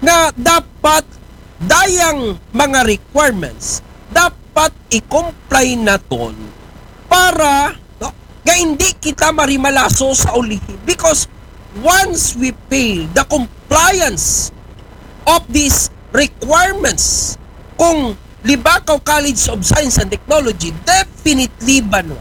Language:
Aklanon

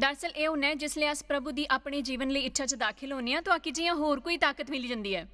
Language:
Dogri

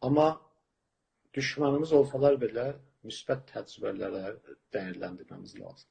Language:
South Azerbaijani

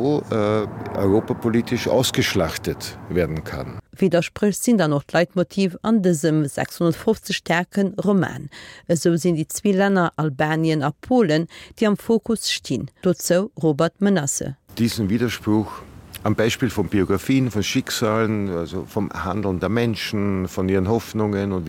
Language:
Luxembourgish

